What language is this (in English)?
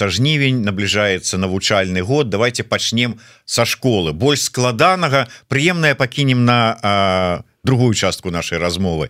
Belarusian